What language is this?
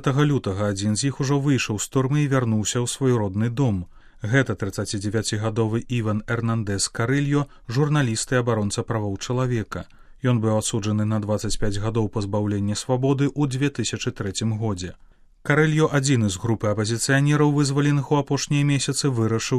Belarusian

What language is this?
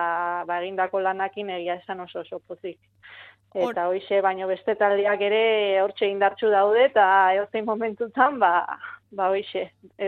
Basque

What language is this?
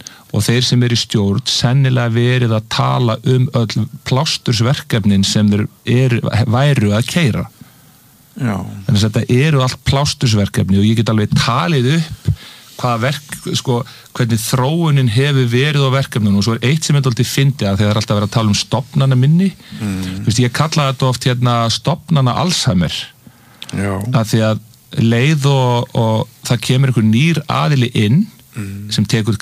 Icelandic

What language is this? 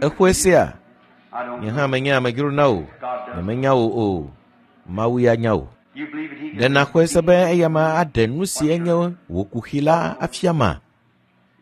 Ewe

